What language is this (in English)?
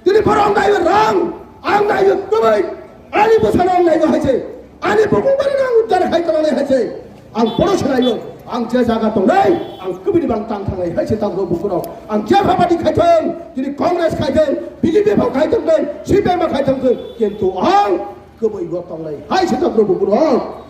Kok Borok